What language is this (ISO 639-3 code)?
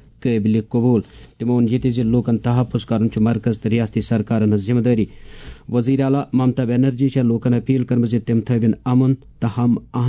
kas